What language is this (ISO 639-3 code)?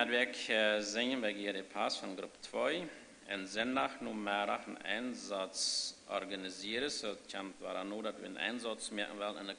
pdt